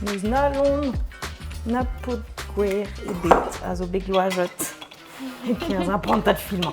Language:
Breton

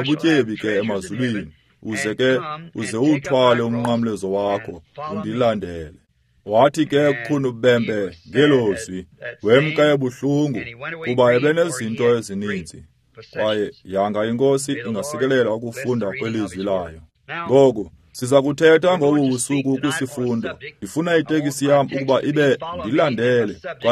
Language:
Xhosa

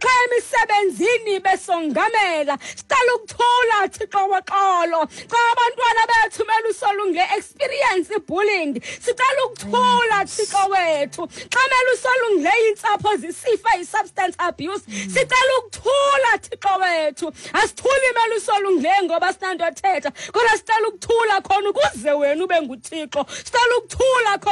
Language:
Xhosa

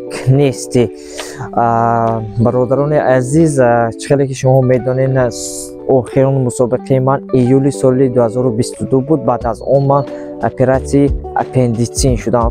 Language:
Tajik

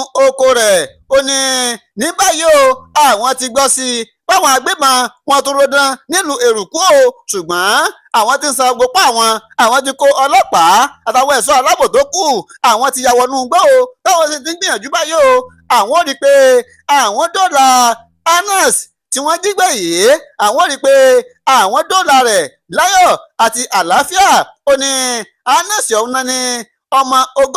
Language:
Yoruba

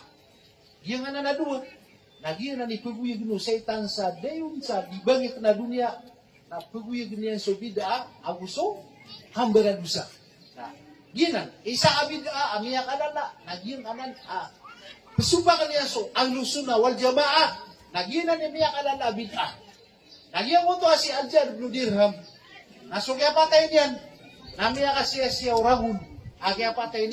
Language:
Maranao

